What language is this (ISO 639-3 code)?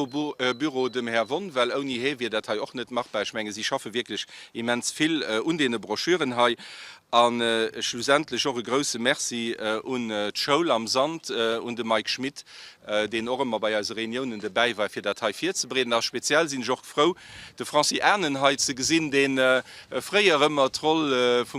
ltz